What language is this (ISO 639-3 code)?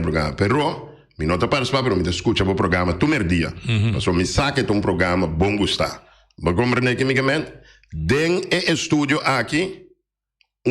pap